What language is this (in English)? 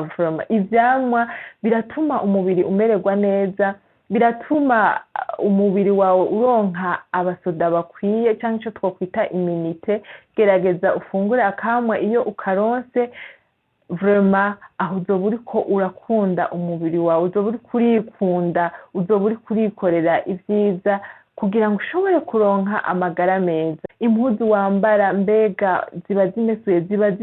Rundi